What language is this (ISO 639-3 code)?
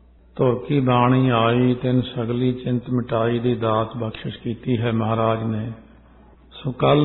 pan